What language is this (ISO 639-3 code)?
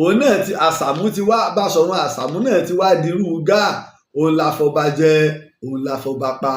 yor